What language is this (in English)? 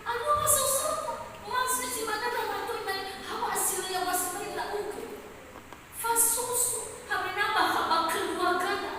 Nias